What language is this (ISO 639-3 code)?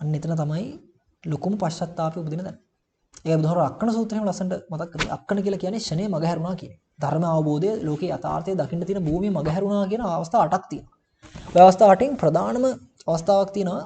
sin